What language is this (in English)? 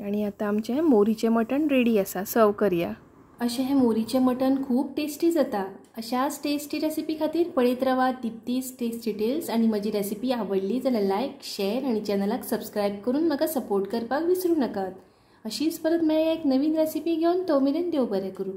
Konkani